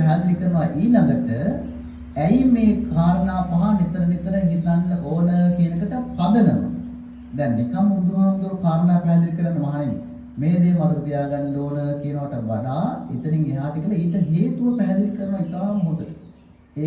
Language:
Sinhala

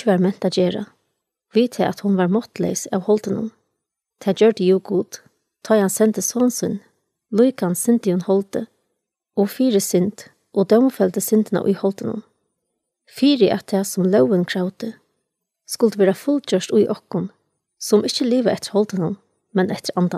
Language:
Faroese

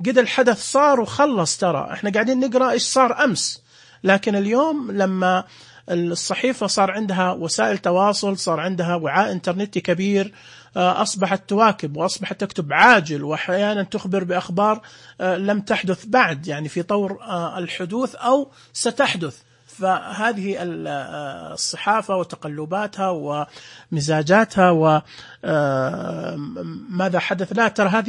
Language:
Najdi Arabic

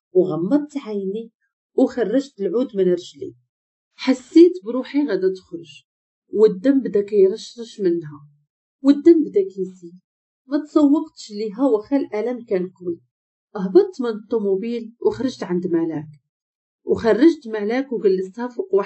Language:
Moroccan Arabic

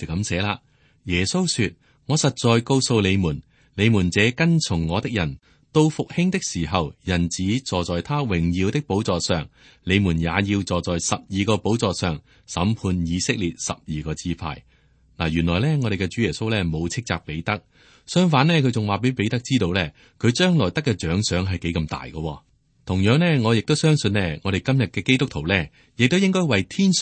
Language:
Cantonese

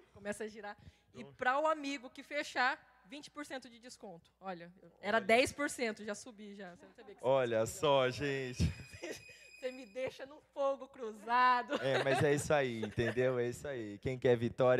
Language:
Portuguese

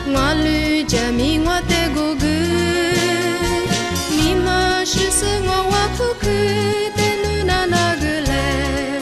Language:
Lisu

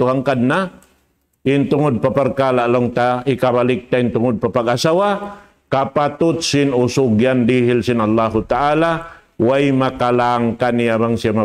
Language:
Tausug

